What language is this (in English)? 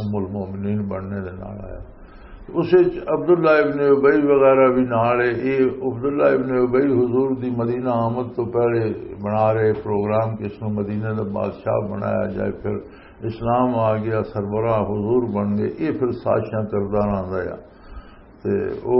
Western Panjabi